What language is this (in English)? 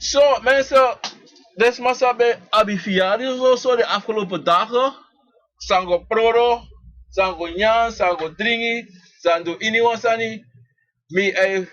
Sranan Tongo